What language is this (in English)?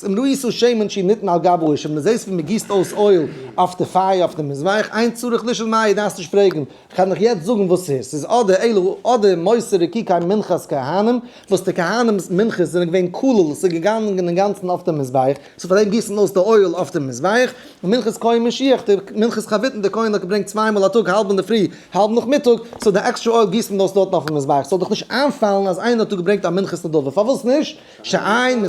Yiddish